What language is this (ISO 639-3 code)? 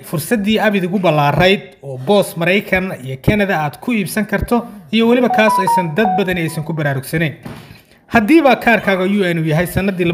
som